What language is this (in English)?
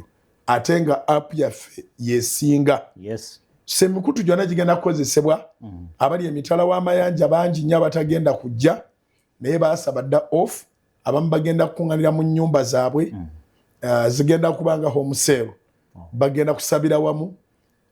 Ganda